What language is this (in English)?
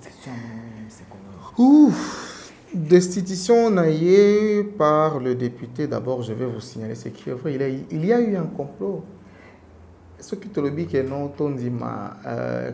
French